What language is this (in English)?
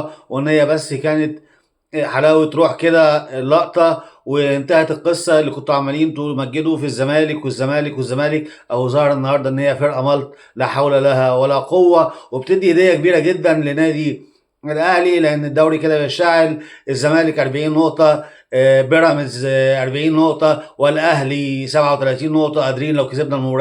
Egyptian Arabic